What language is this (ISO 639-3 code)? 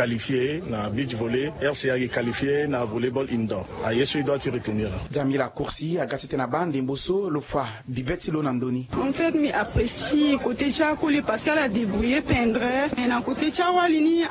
sag